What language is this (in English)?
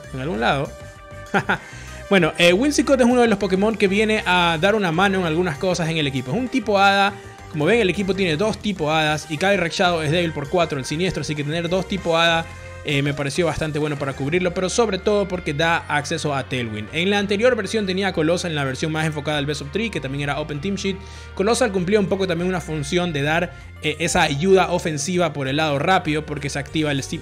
Spanish